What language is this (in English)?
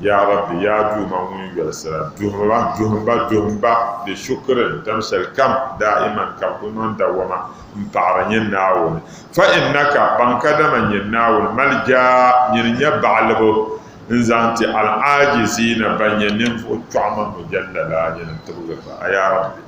Dagbani